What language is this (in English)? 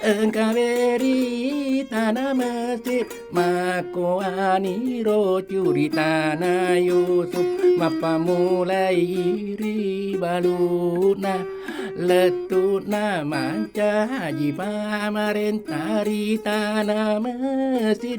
Buginese